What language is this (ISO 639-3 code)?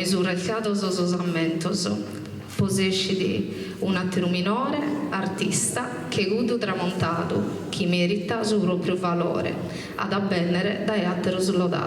srd